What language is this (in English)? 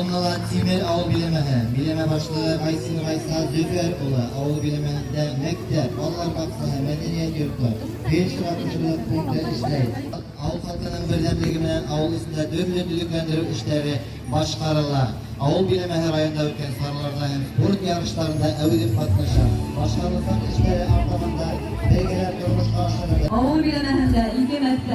Bashkir